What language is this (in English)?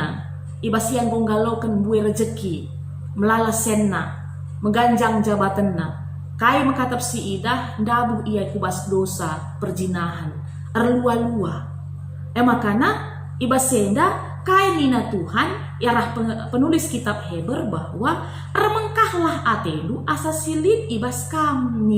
Batak Karo